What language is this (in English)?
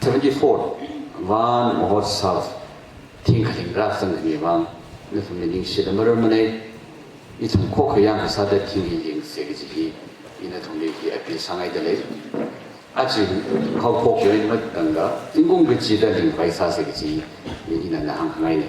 Tangkhul Naga (India)